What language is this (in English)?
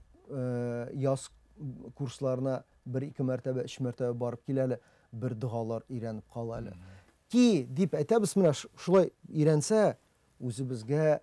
Tatar